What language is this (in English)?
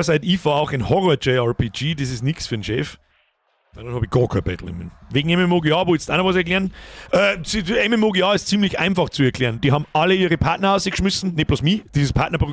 Bavarian